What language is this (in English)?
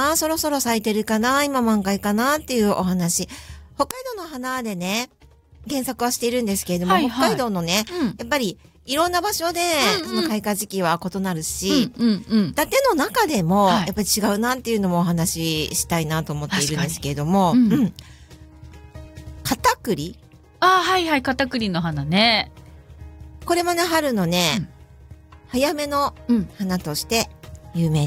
Japanese